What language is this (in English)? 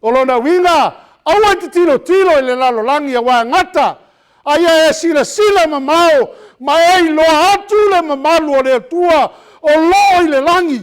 Samoan